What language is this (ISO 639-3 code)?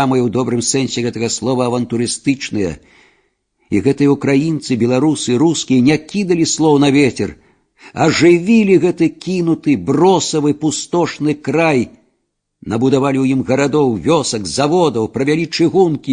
bel